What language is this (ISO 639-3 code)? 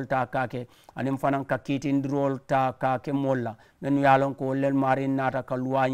man